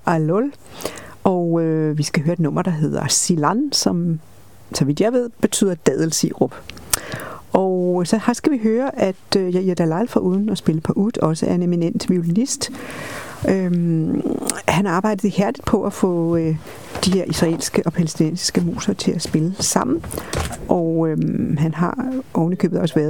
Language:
Danish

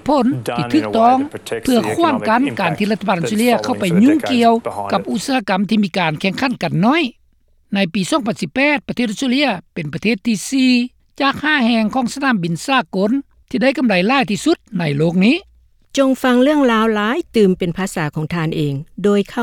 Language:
Lao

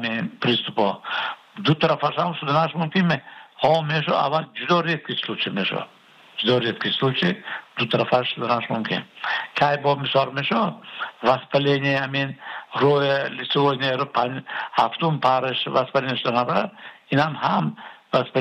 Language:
Persian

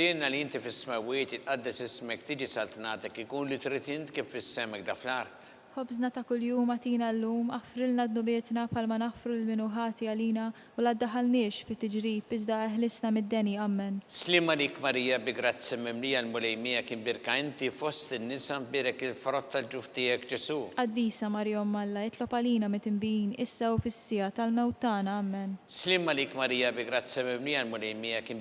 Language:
Maltese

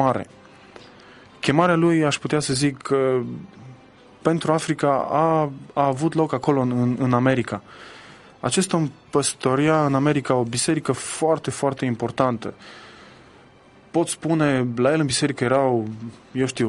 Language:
Romanian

